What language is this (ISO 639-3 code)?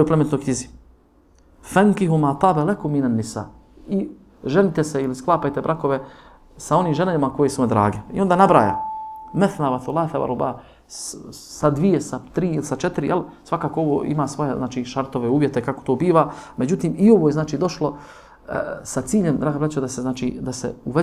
bos